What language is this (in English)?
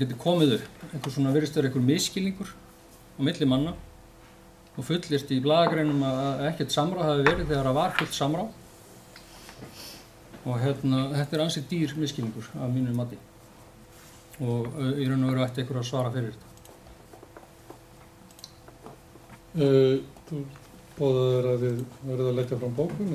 Icelandic